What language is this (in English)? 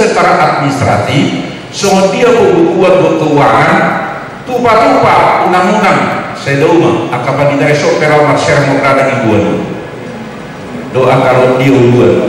Indonesian